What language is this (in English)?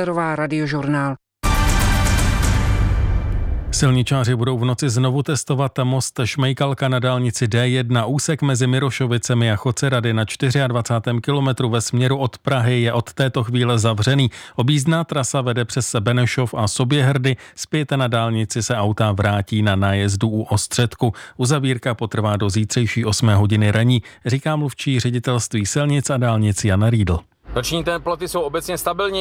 Czech